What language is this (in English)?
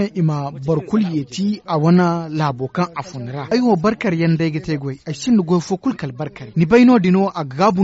Zarma